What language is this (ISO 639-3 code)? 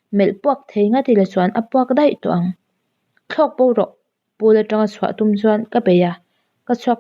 lus